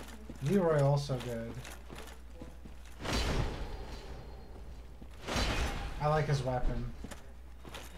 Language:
English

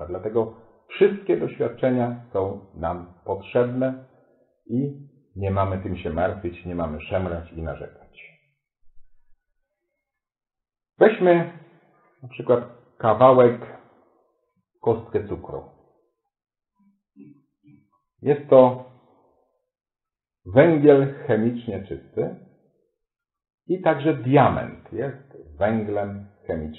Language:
Polish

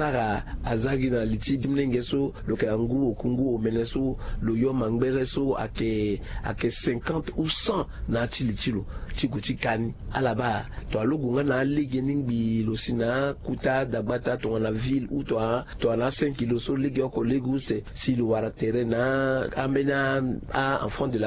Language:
Sango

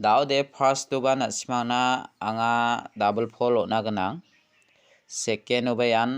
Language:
Garo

